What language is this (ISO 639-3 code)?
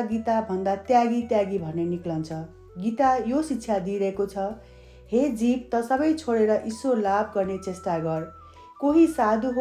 nep